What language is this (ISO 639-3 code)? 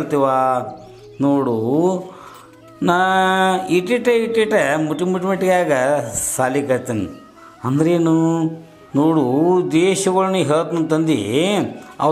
kan